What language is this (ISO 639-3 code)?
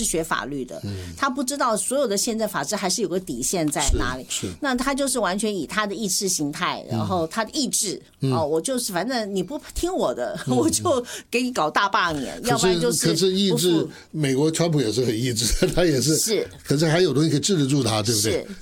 zho